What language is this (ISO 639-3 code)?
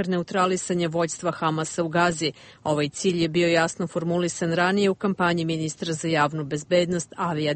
bos